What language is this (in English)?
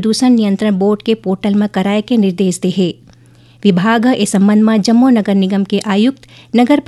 Chhattisgarhi